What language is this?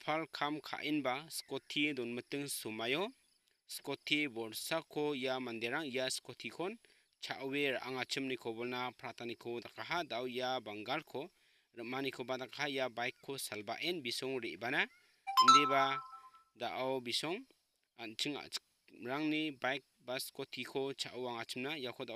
Garo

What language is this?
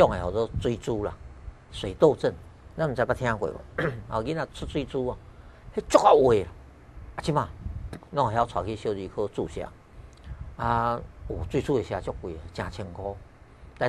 Min Nan Chinese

